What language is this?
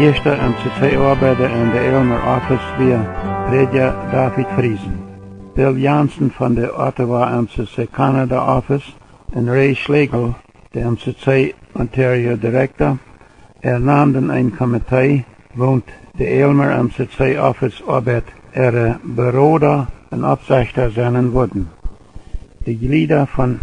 Plautdietsch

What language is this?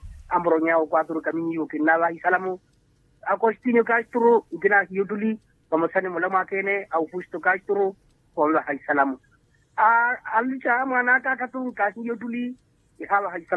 Swahili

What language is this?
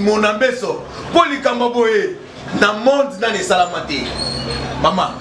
Lingala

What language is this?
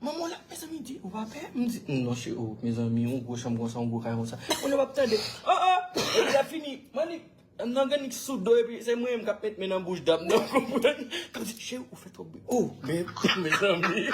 Haitian Creole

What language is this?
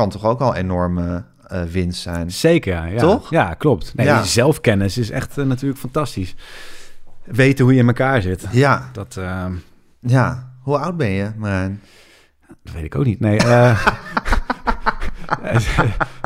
Dutch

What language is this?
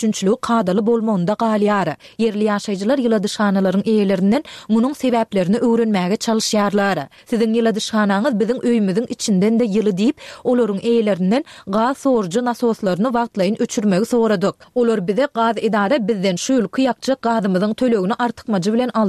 Turkmen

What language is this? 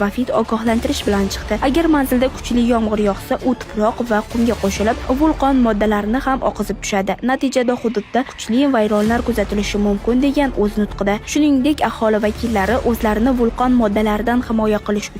Uzbek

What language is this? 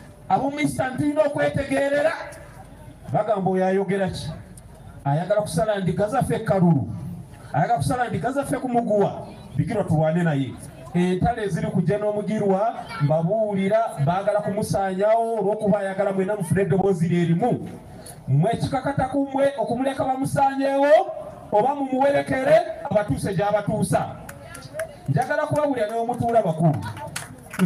Ganda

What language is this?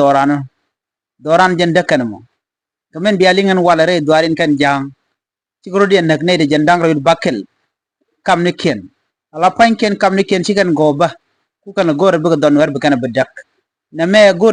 Nuer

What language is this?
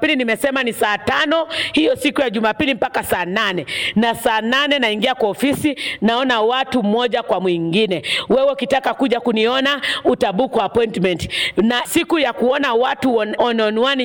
Swahili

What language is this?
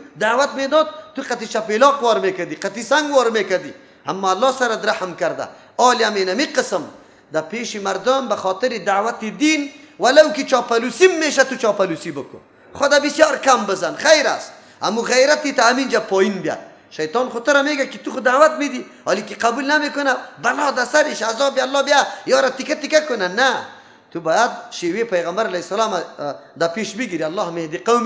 Persian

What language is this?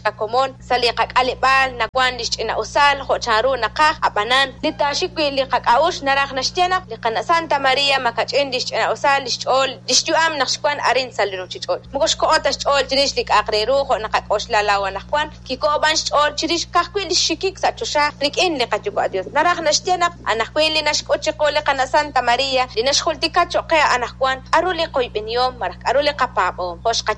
Kekchí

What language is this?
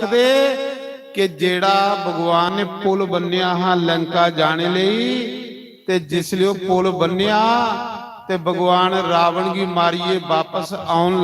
Dogri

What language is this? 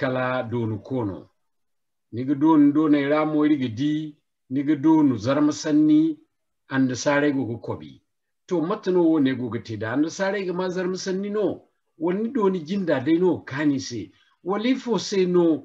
Zarma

